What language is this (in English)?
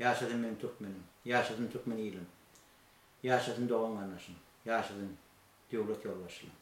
Turkmen